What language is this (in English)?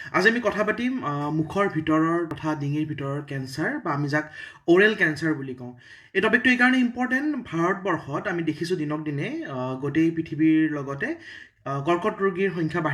Assamese